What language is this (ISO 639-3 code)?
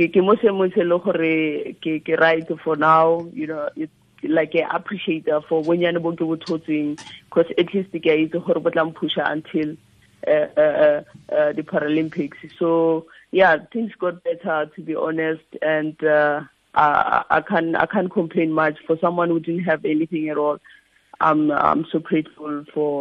tsn